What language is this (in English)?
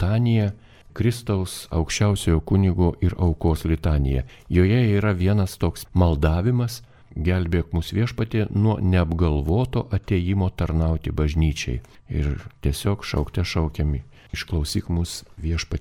Lithuanian